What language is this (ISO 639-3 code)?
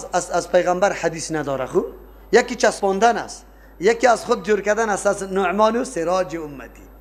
fas